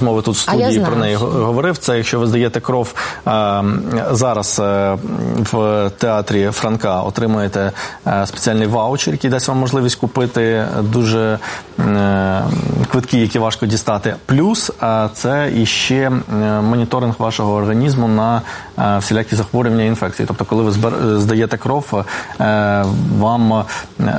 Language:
Ukrainian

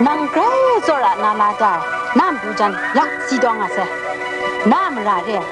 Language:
Kachin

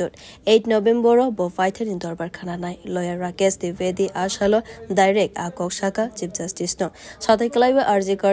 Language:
Kok Borok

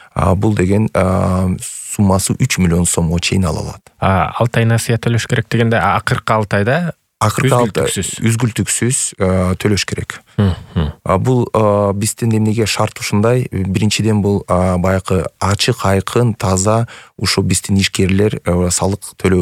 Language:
Kyrgyz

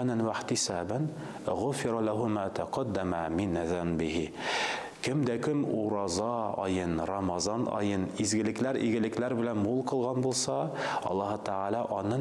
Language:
Tatar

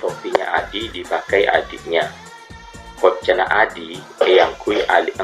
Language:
Madurese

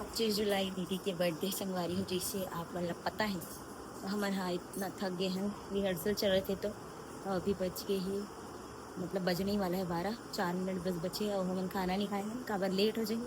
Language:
Chhattisgarhi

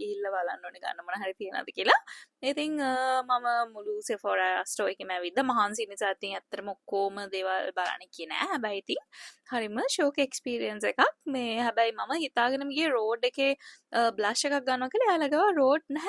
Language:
Sinhala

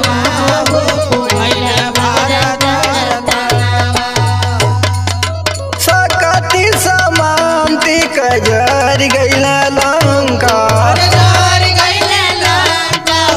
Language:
Bhojpuri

